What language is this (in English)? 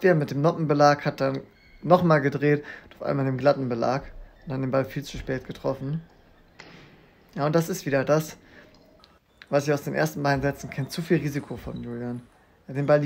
German